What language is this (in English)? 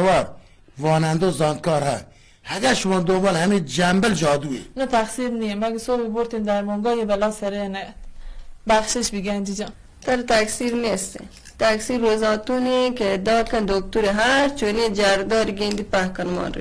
Baluchi